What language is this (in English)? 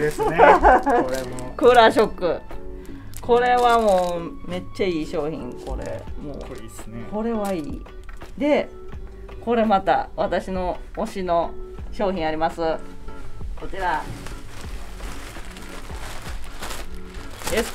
Japanese